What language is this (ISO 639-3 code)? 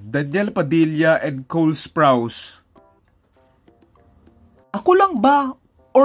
fil